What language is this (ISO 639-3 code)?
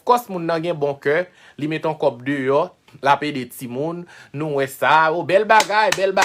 hat